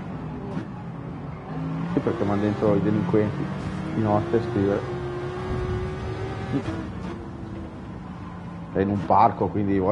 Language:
Italian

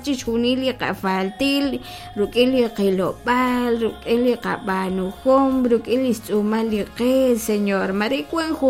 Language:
Kekchí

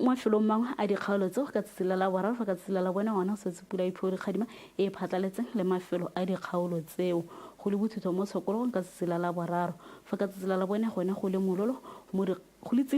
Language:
Tswana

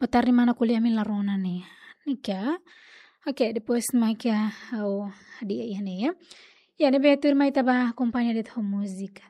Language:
Tetum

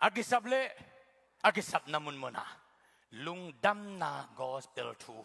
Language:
Tedim Chin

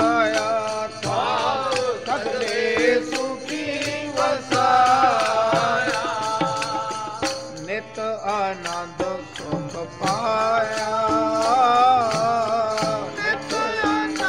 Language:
Punjabi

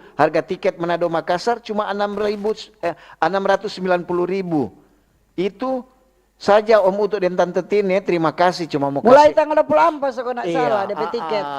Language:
Manado Malay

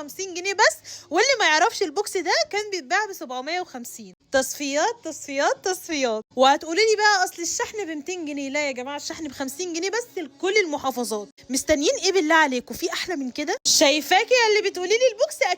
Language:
Egyptian Arabic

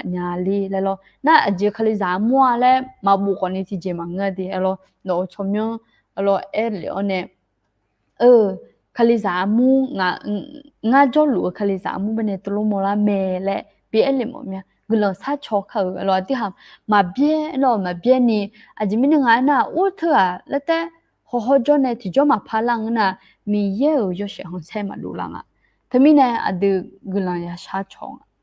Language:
Akha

